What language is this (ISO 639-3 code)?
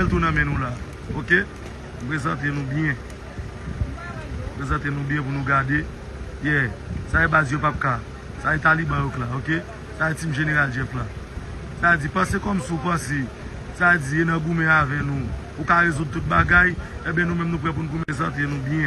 hat